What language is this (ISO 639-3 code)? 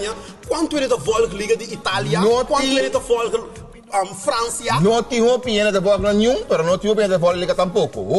pap